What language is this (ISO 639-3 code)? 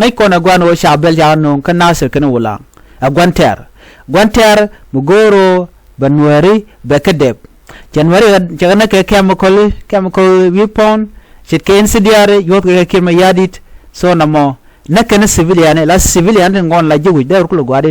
nus